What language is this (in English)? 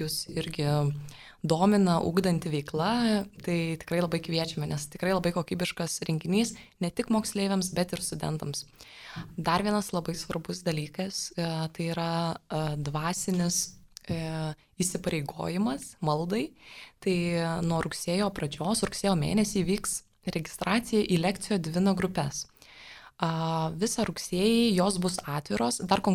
Lithuanian